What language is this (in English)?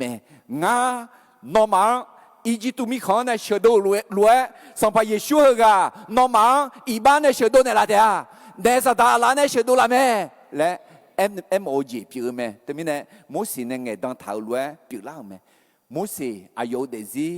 Akha